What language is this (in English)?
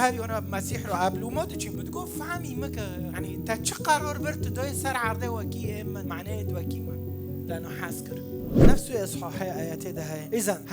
Kurdish